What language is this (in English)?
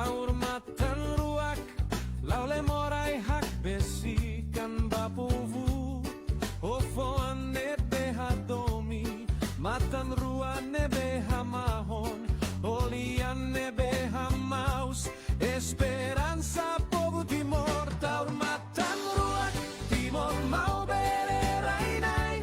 Tetum